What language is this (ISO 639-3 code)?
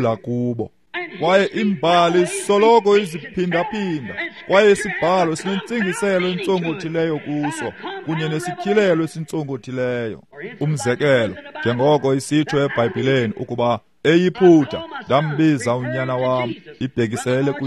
xho